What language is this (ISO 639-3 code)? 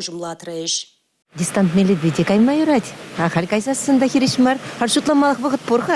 chv